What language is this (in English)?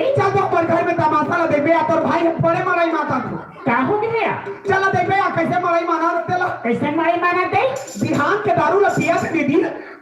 Chhattisgarhi